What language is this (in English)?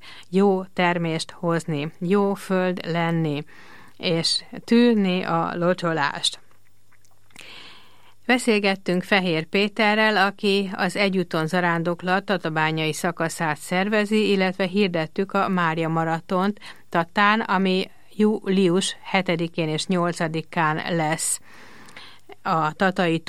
Hungarian